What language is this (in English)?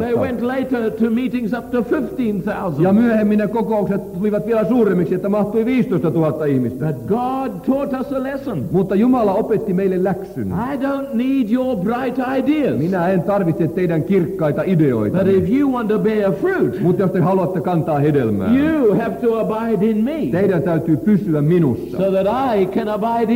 Finnish